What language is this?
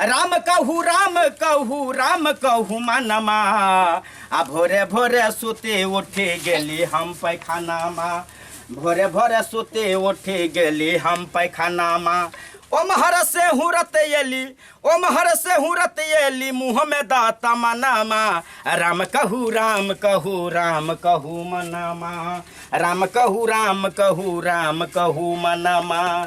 Maithili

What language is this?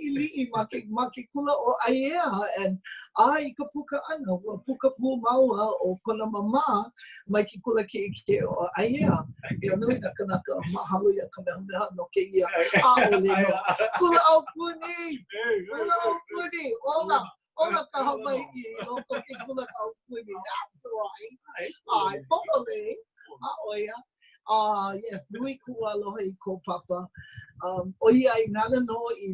Hawaiian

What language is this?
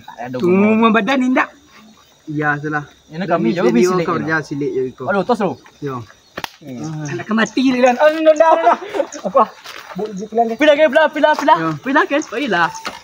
Minangkabau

